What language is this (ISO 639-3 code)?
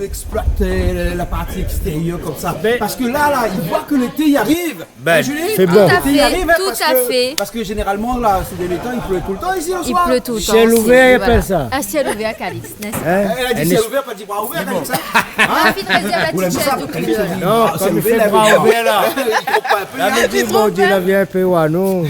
rcf